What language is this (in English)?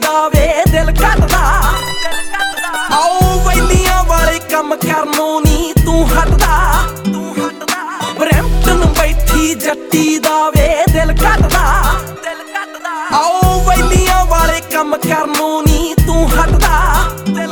Punjabi